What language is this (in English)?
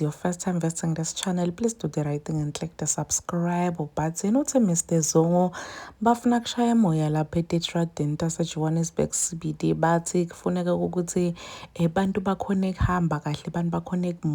Zulu